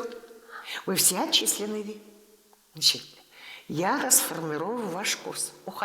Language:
Tatar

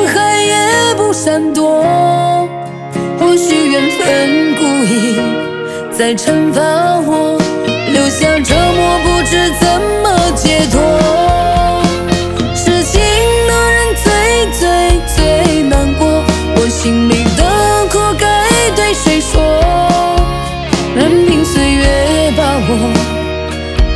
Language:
Chinese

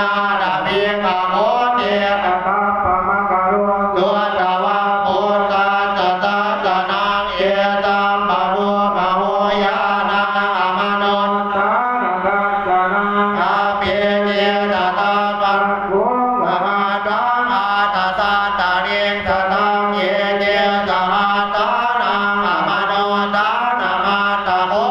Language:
Pali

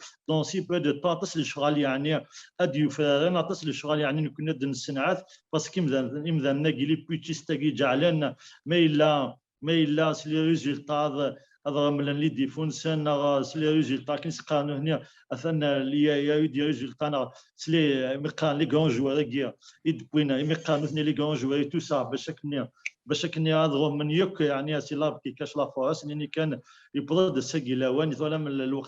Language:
Kabyle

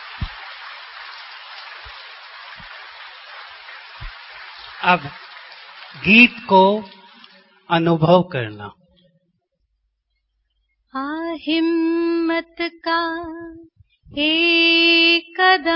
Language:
Hindi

